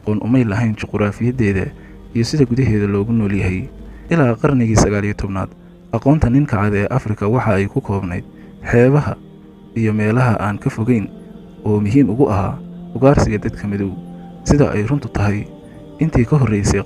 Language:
Somali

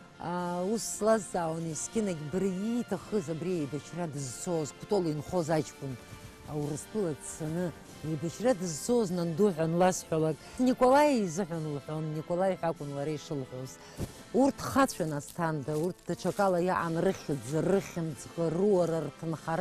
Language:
Abkhazian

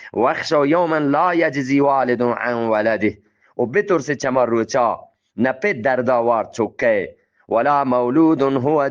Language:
Eastern Balochi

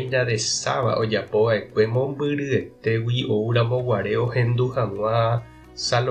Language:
Guarani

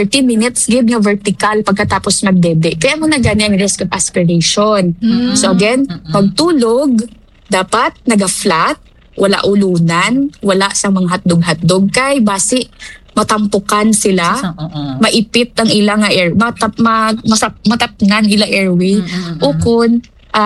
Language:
Hiligaynon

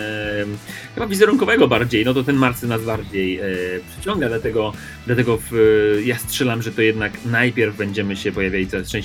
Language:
Polish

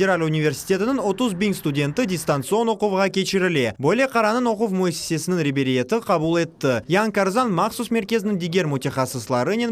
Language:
Crimean Tatar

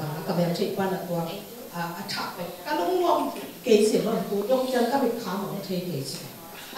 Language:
Tedim Chin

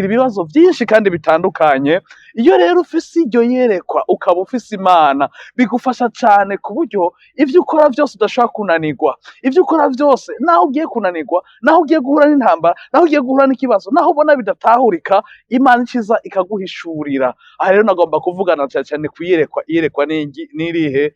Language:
Rundi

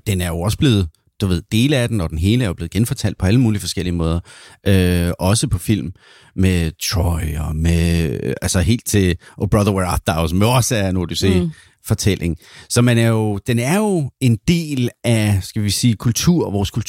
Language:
Danish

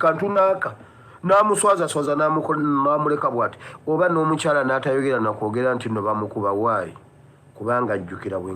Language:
Ganda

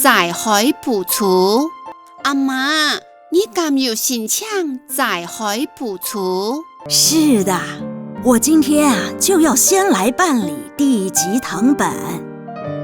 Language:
Hakka Chinese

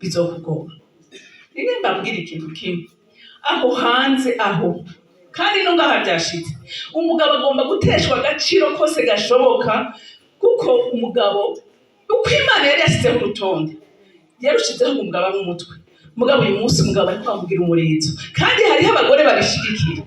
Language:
Rundi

